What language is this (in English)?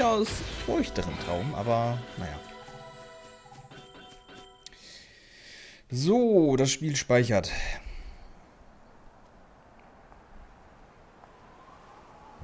German